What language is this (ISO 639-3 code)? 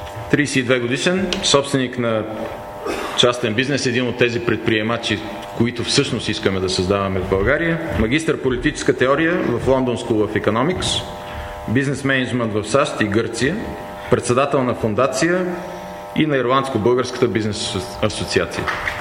bul